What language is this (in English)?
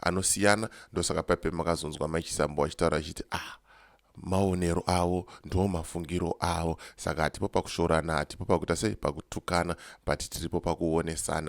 Shona